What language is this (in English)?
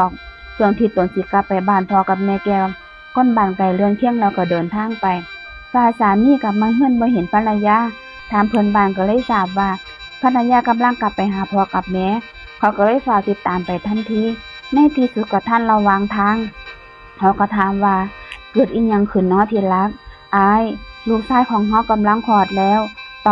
Northeastern Thai